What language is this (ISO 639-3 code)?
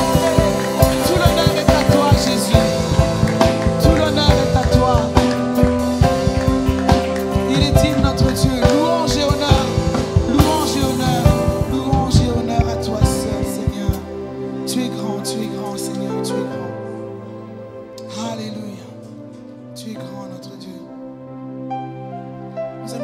fra